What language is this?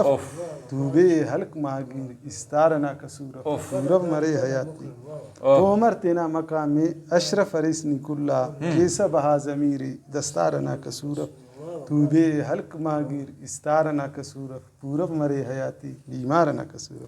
Brahui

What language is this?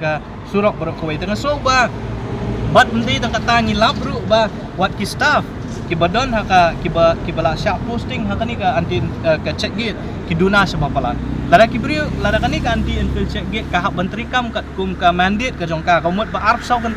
Khasi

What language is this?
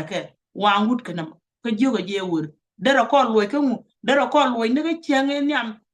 Nuer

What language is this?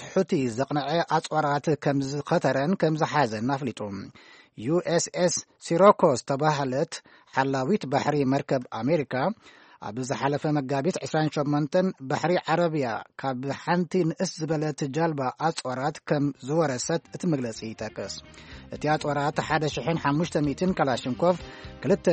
Tigrinya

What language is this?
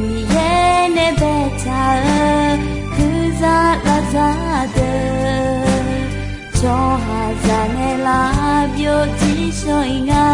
Akha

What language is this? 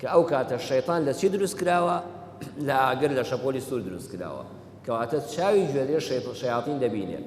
Central Kurdish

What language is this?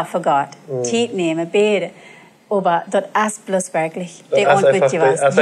Plautdietsch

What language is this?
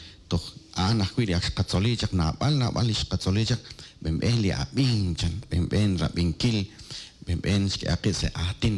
Kekchí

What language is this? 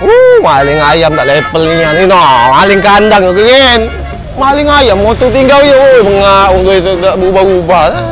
Musi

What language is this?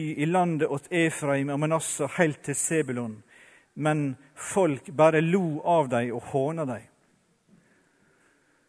Norwegian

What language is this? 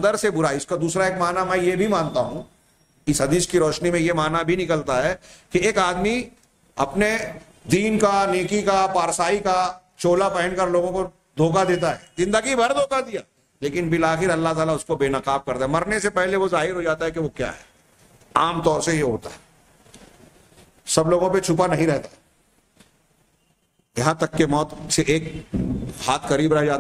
Urdu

